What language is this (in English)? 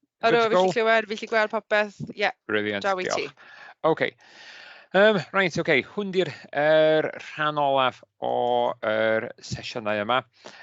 Welsh